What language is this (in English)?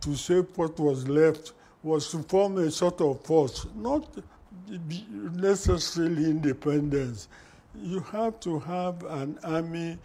Igbo